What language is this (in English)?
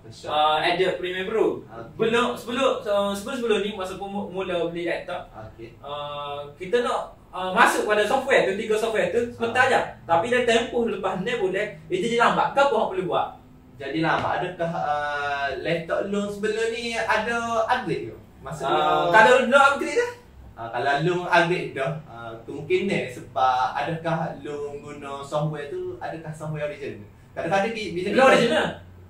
Malay